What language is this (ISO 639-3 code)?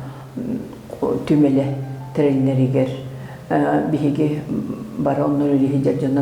sah